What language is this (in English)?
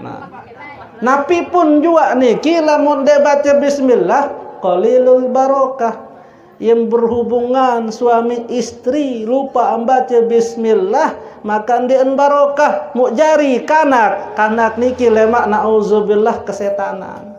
Sasak